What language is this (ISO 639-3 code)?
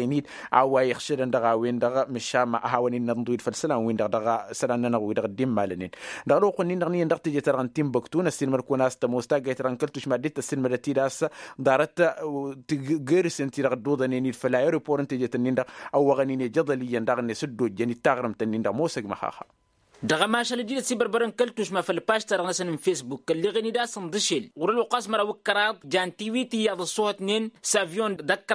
taq